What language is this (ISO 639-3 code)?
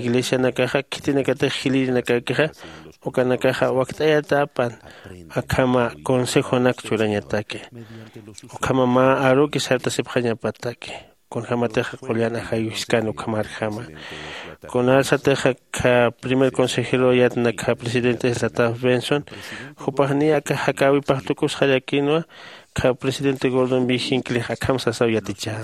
aym